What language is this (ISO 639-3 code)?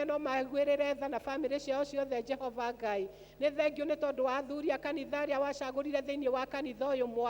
kik